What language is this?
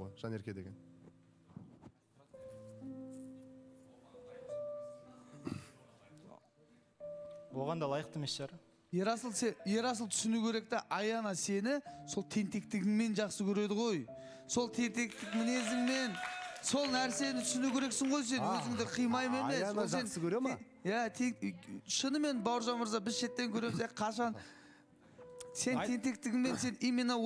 Kazakh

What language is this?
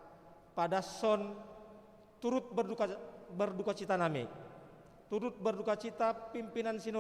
Batak Simalungun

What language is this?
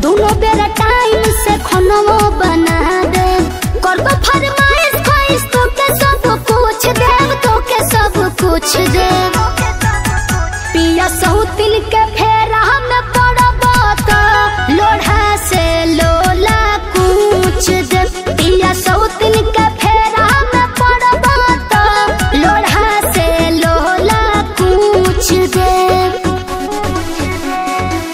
Bhojpuri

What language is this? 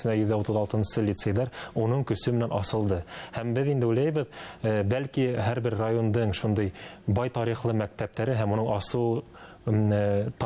Bashkir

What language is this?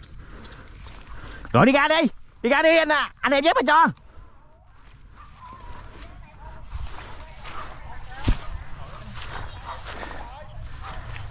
Vietnamese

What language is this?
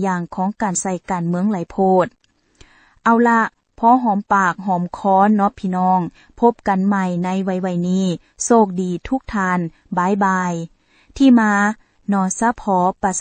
Lao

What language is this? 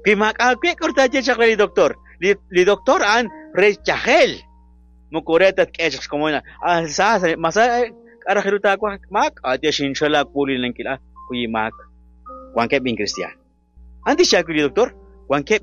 Kekchí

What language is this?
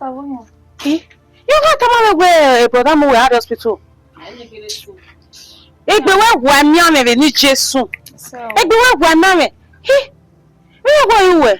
Bini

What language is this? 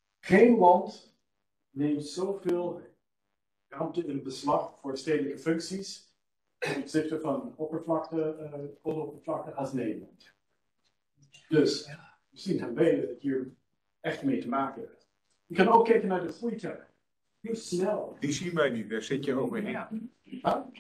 Dutch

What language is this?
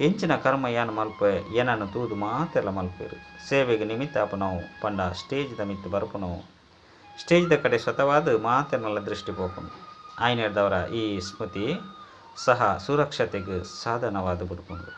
Tulu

